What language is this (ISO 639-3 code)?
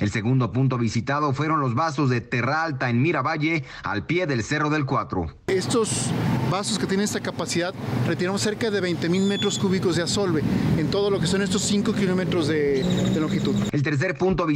spa